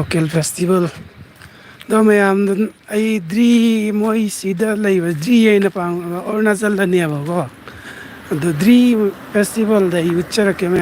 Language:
Manipuri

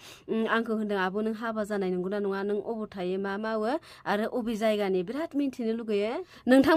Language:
Bodo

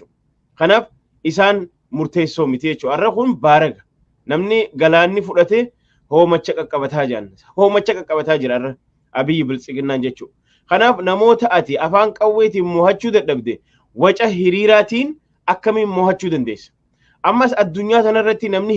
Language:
Oromo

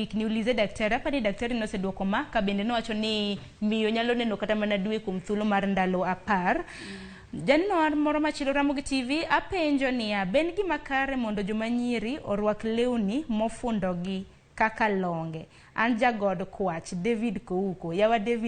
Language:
Luo (Kenya and Tanzania)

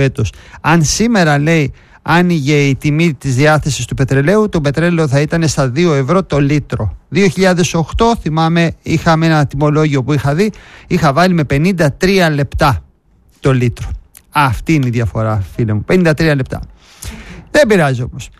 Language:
Greek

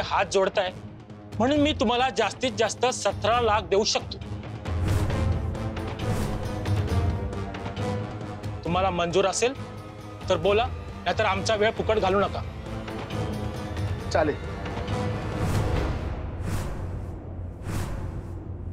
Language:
Marathi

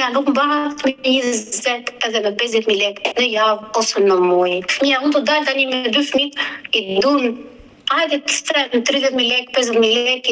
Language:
Albanian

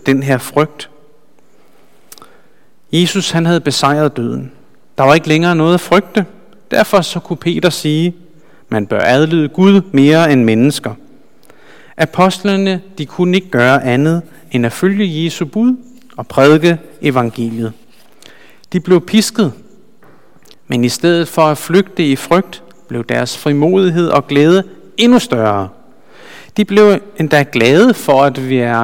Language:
Danish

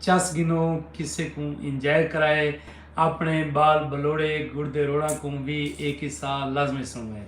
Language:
Saraiki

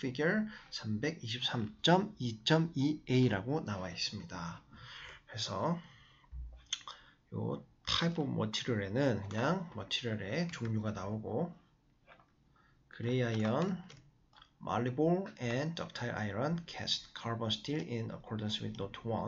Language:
Korean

